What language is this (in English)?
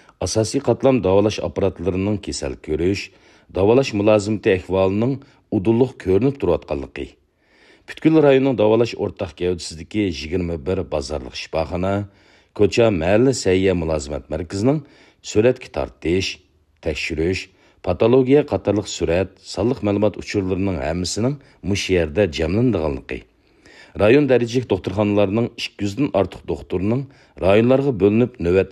Uyghur